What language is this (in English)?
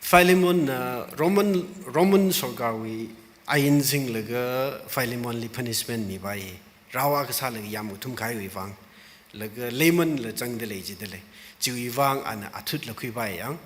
Tangkhul Naga (India)